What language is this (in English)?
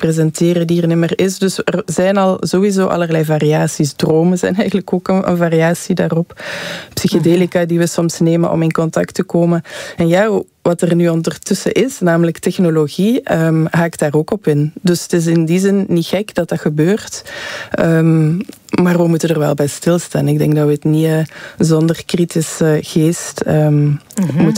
Dutch